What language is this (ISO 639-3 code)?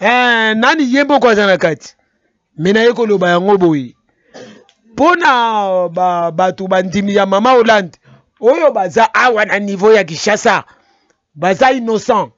lin